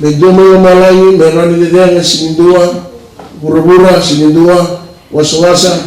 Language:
Fijian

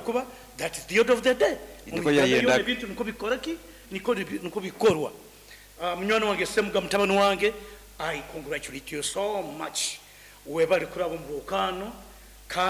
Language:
Nyoro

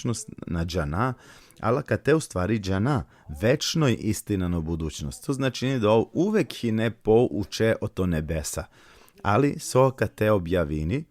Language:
Balkan Romani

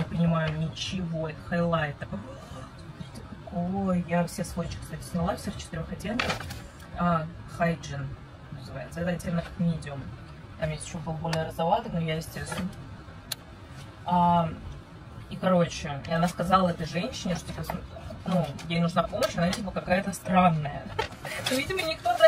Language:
Russian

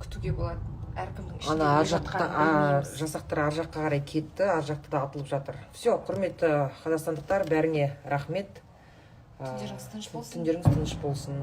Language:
Kazakh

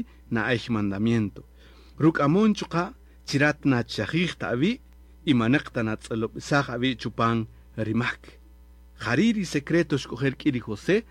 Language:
Kaqchikel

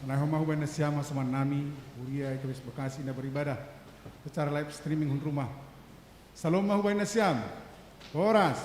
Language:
Batak Simalungun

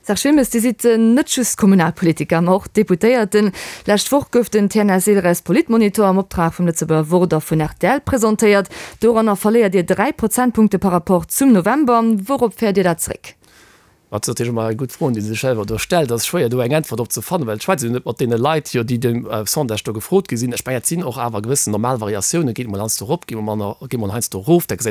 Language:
Luxembourgish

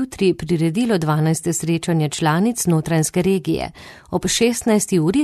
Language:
Slovenian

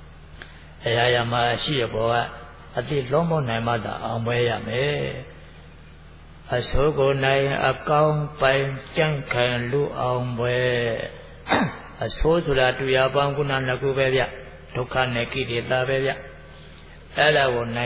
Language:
Burmese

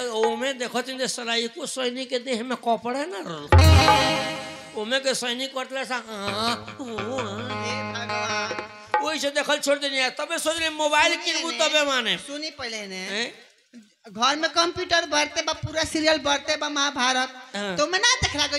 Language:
Bhojpuri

